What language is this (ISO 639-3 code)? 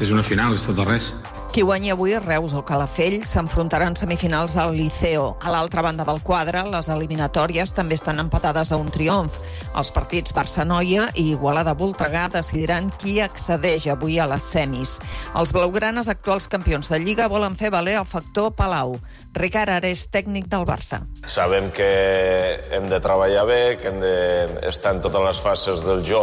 cat